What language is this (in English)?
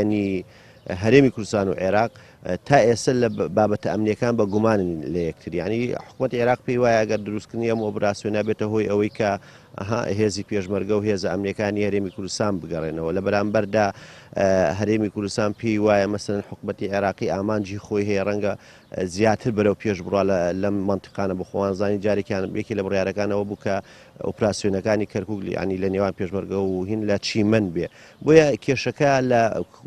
Central Kurdish